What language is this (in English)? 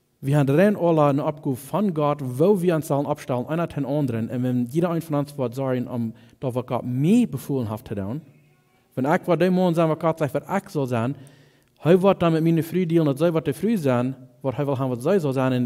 Plautdietsch